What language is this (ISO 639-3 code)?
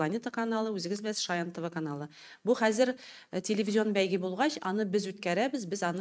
tat